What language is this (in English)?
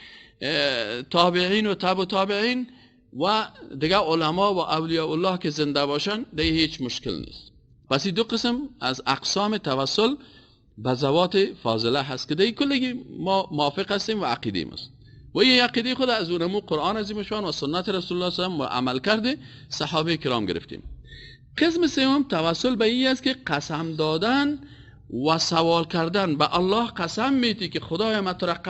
Persian